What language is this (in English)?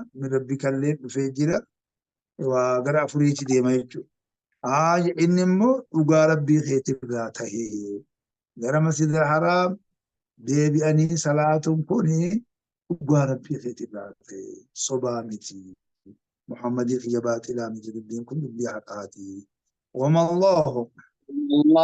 Oromo